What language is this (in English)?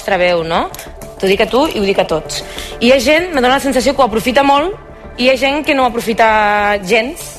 Catalan